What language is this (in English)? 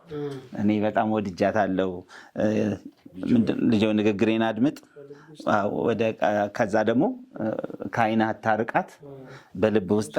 Amharic